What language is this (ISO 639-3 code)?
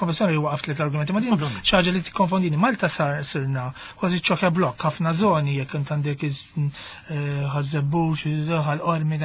mlt